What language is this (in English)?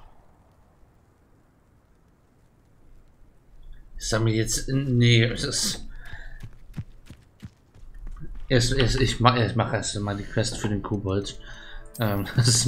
German